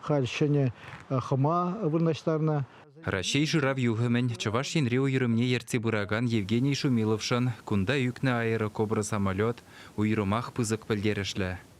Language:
Chuvash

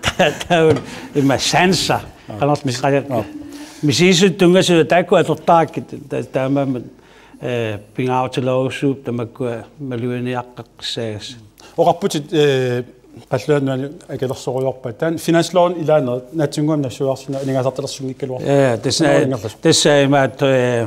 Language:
Kalaallisut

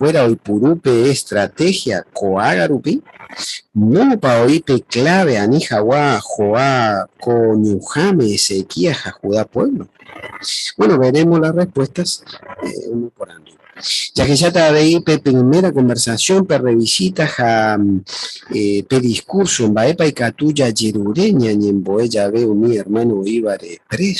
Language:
Guarani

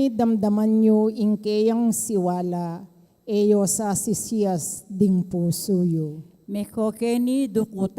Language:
Pampanga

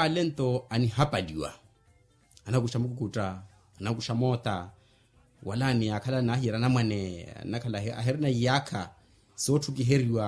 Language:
Makhuwa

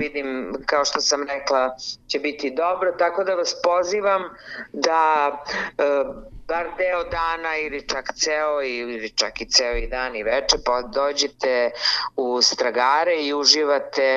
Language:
Serbian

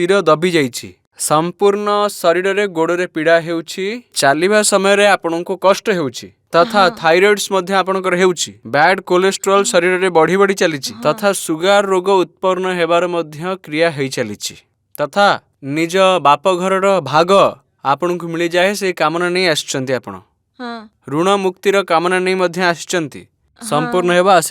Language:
Odia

